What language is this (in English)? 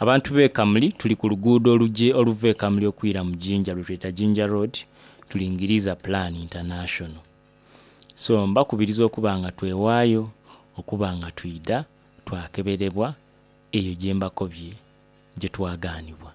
Soga